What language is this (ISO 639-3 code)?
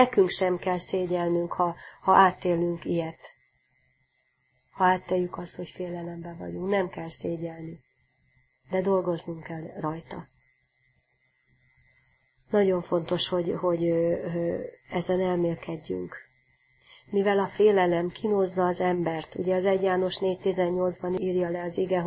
hun